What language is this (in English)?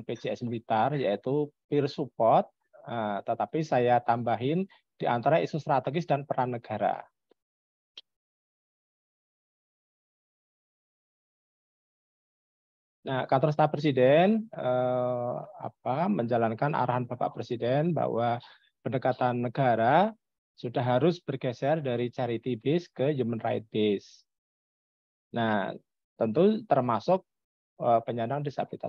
Indonesian